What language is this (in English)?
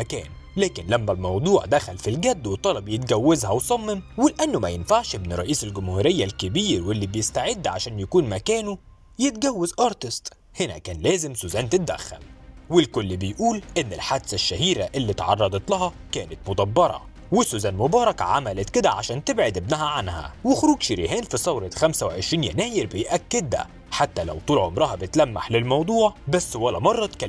Egyptian Arabic